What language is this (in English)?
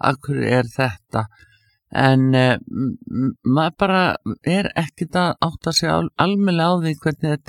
Icelandic